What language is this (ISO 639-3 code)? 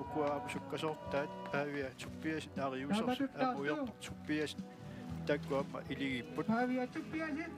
kal